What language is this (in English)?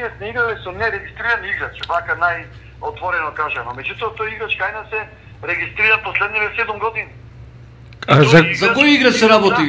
Macedonian